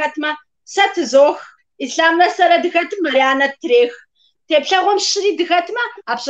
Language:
Kabardian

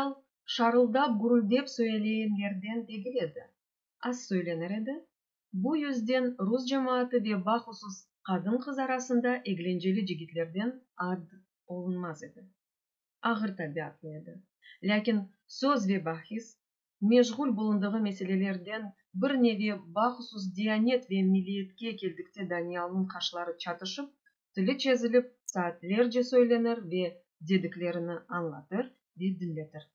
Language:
Crimean Tatar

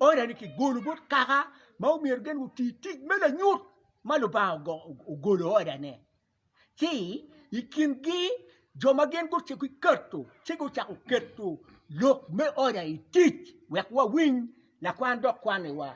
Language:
Acoli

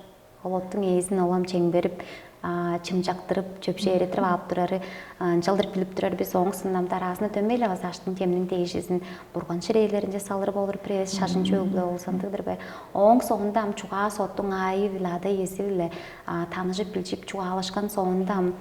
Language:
Tuvinian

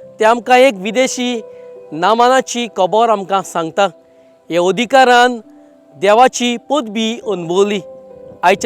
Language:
Konkani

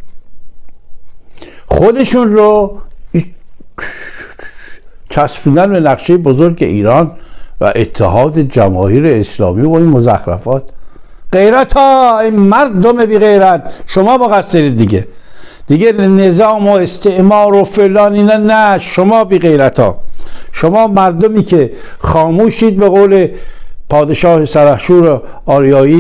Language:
Persian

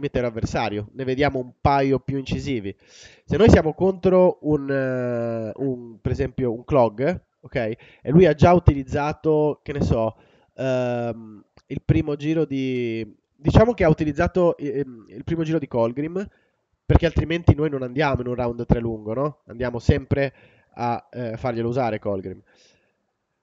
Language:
Italian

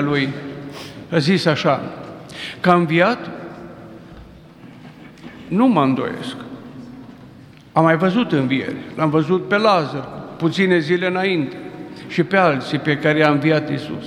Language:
Romanian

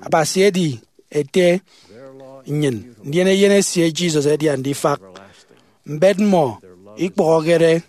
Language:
Efik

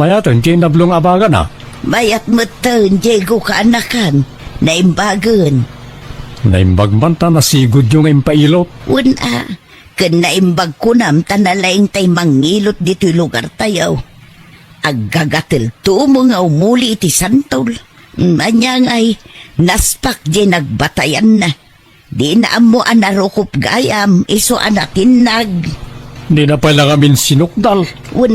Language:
Iloko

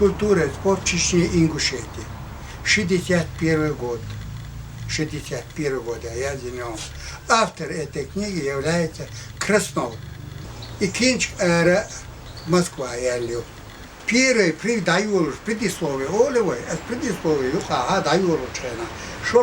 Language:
Chechen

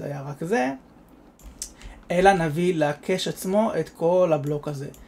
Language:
Hebrew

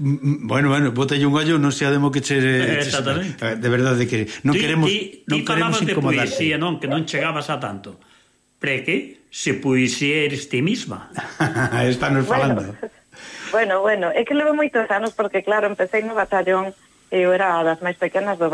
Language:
Galician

